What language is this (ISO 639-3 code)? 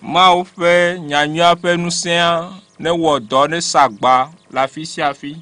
ewe